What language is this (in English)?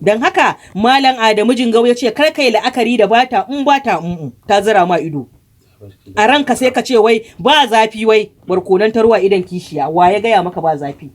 Hausa